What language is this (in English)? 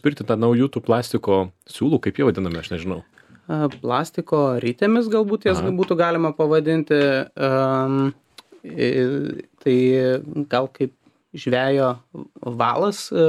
Lithuanian